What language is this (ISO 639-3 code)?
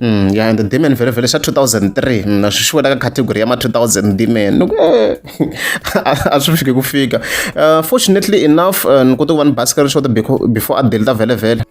tso